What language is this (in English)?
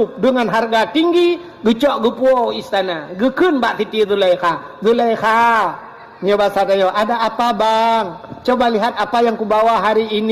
Achinese